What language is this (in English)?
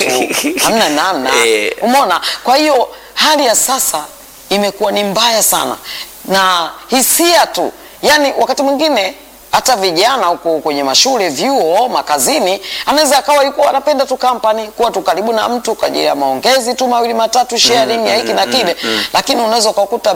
Swahili